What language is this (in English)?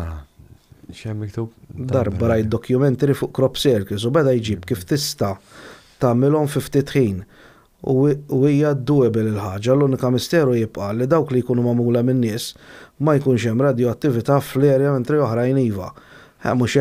Maltese